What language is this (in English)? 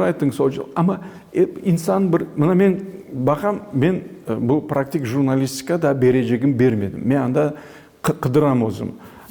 Crimean Tatar